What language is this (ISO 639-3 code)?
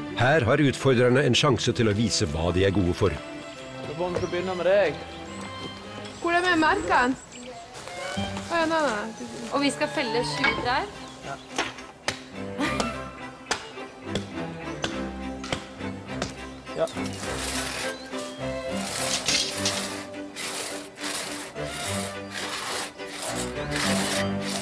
nor